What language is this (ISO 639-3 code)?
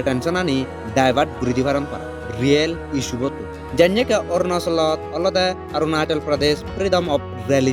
ccp